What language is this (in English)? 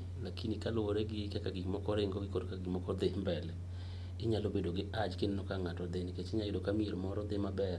Luo (Kenya and Tanzania)